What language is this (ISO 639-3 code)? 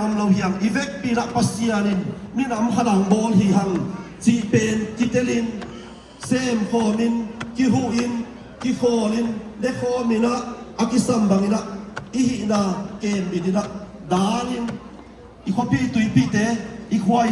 ctd